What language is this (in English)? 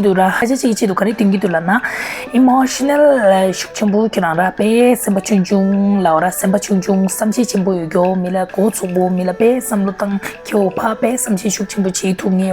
Tibetan